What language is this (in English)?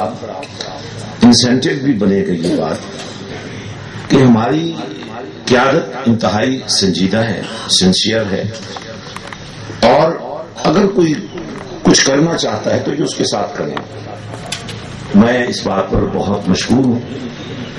Urdu